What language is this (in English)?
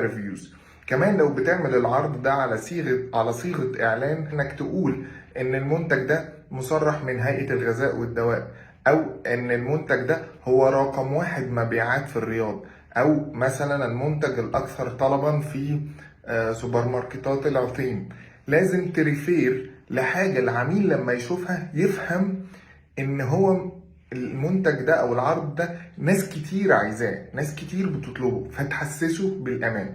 Egyptian Arabic